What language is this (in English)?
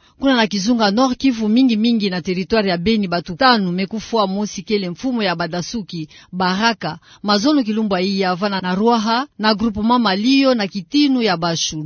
Kituba (Democratic Republic of Congo)